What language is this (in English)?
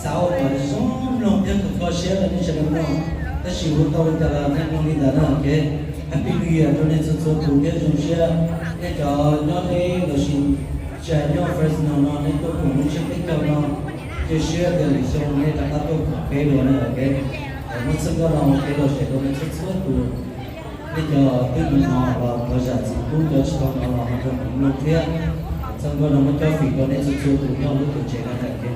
Hmong